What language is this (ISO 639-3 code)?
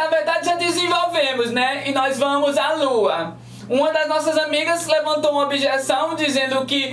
por